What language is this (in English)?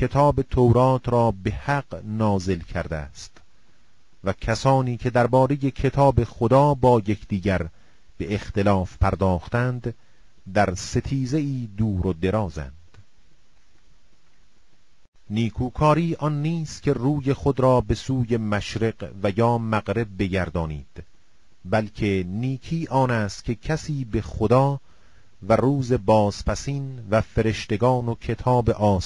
Persian